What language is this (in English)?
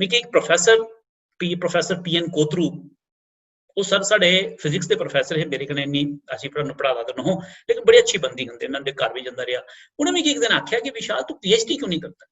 Dogri